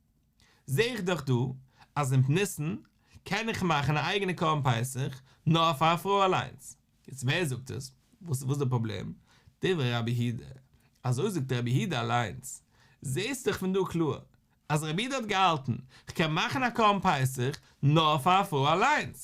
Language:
Yiddish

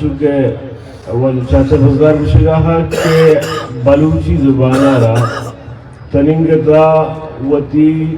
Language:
Eastern Balochi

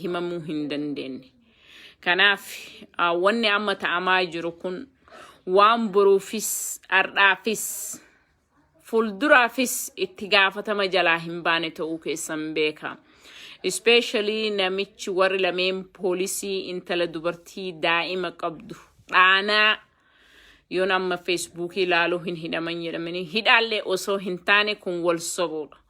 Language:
Oromo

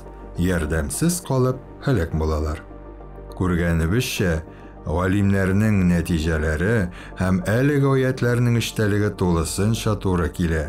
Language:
Tatar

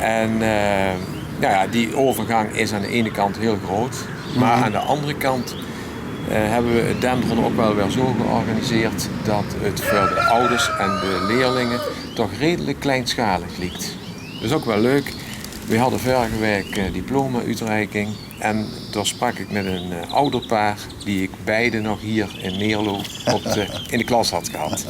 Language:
Limburgish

